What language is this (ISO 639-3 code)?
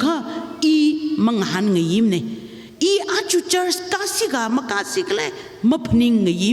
nmf